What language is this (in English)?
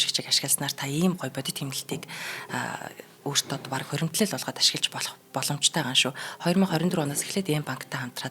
Mongolian